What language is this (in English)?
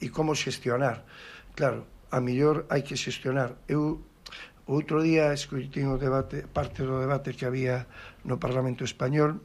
Galician